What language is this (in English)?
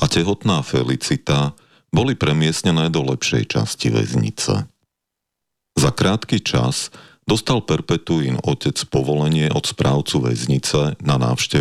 Slovak